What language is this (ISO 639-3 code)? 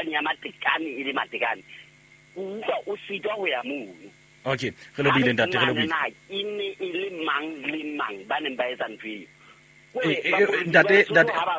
sot